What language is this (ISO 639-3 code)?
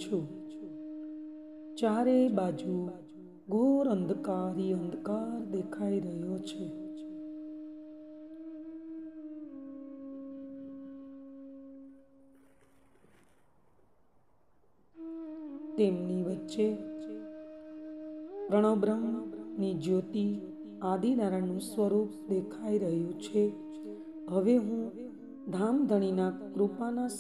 guj